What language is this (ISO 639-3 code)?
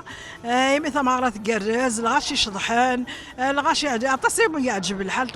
kab